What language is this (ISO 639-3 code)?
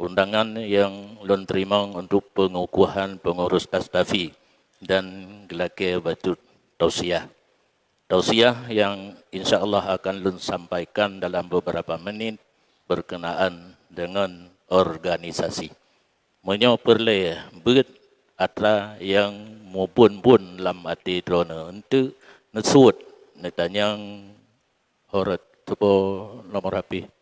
ace